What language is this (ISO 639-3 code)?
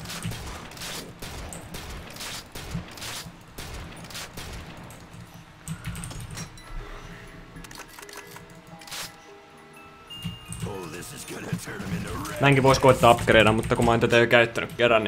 fin